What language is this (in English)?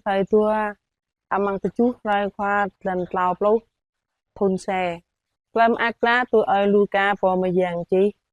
Jarai